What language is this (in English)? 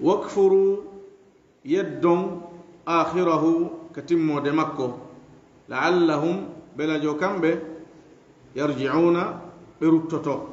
Fula